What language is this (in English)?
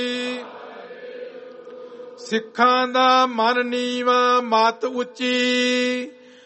Punjabi